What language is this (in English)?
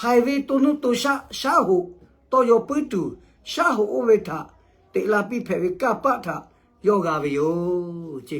Lahu